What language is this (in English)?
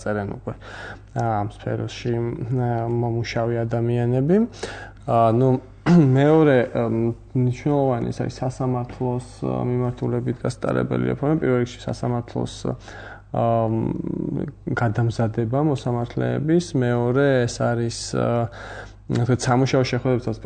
Georgian